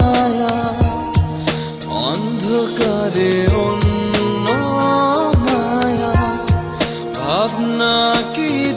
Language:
Bangla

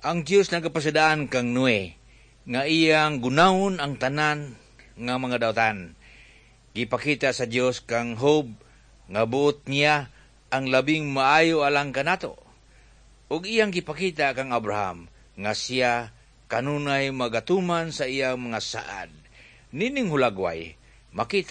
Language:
Cebuano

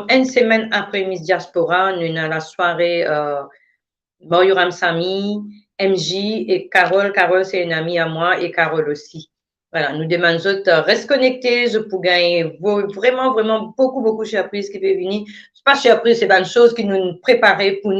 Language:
Morisyen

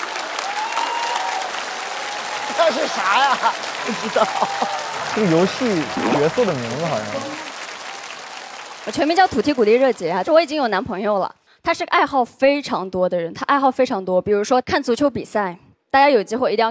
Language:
Chinese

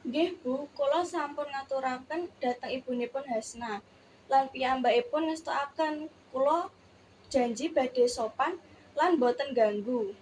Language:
Javanese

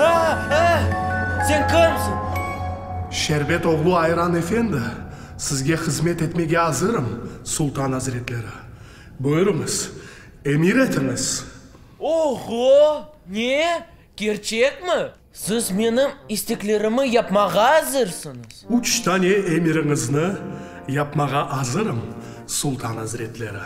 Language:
Crimean Tatar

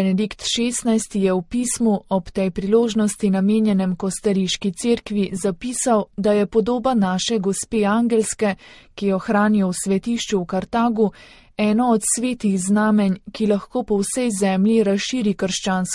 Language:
Slovenian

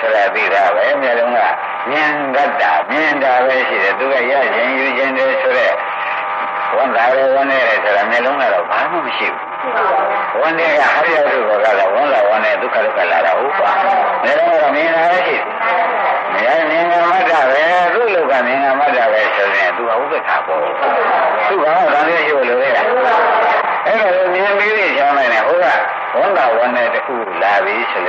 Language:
Burmese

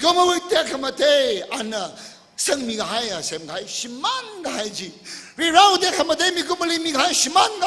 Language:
Tangkhul Naga (India)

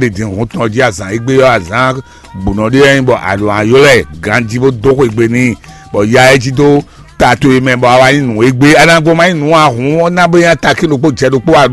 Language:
Fon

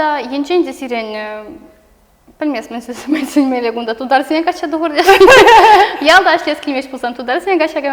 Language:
Chuvash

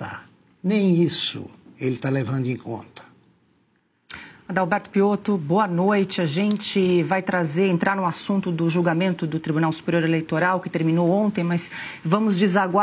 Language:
Portuguese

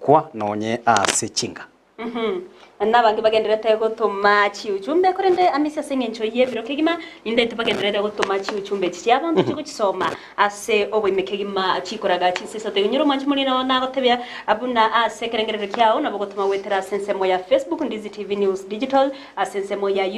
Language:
Gusii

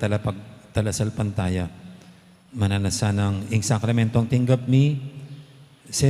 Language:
Pampanga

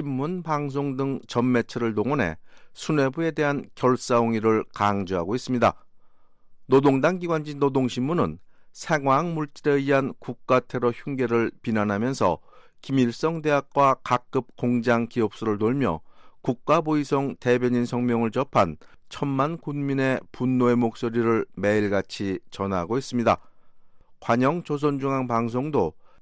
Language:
Korean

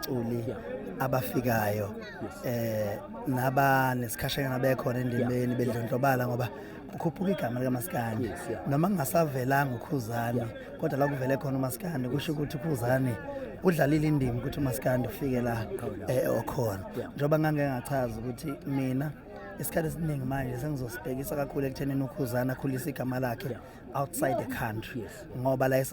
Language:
Zulu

